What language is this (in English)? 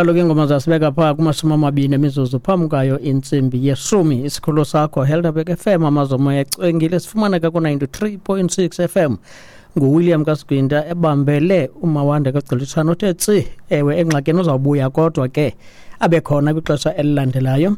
Xhosa